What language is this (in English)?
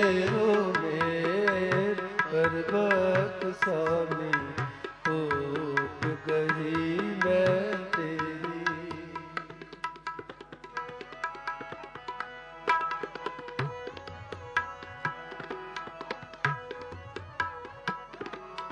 Punjabi